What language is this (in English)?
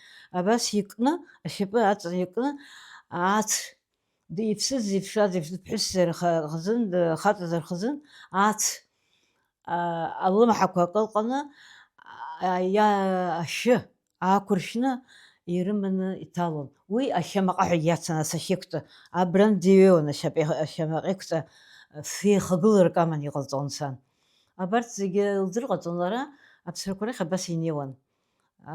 Abkhazian